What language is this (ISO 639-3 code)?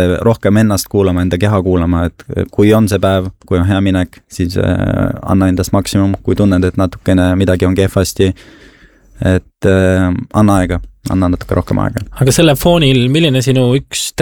est